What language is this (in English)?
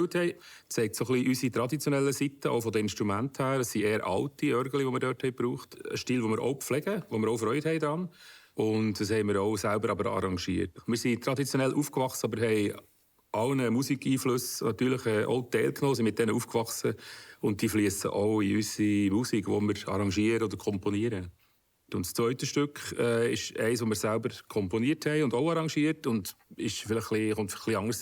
Swiss German